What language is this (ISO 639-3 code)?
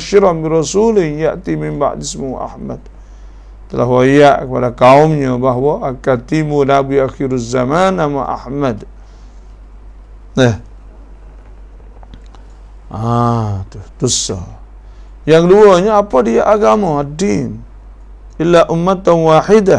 msa